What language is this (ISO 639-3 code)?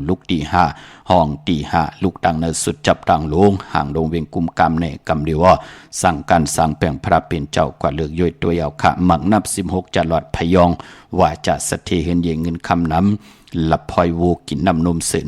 shn